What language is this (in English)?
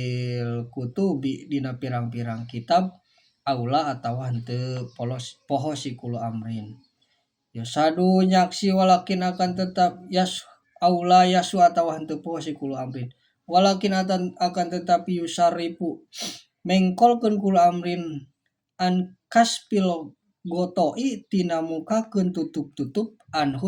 Sundanese